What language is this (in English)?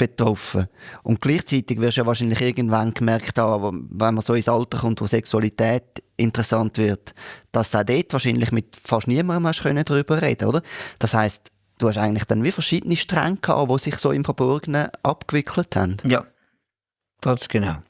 Swiss German